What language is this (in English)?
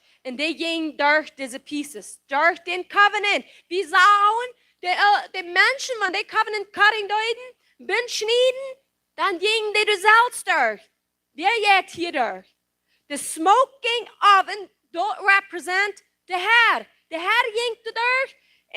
Plautdietsch